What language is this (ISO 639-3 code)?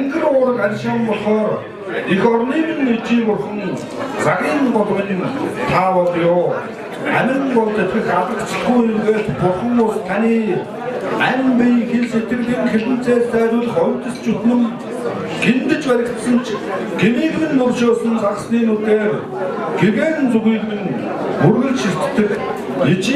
mon